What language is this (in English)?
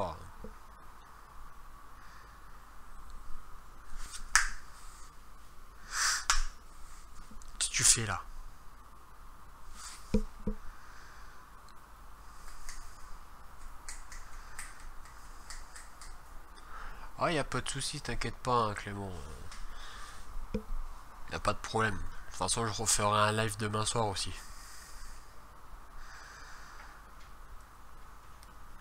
French